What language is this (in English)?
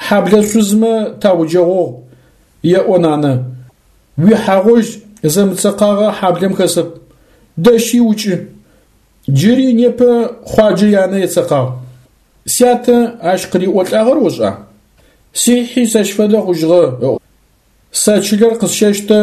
Adyghe